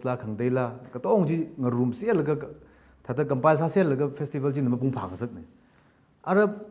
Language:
Tangkhul Naga (India)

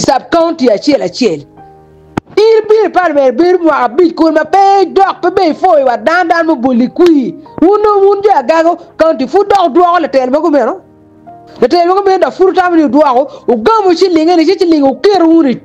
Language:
Acoli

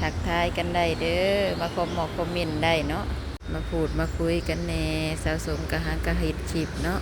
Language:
Lao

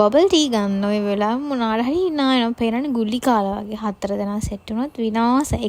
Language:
Sinhala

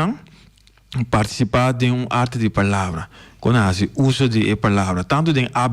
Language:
Papiamento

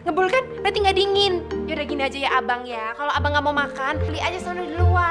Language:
Betawi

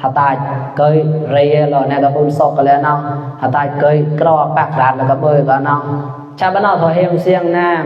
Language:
Mon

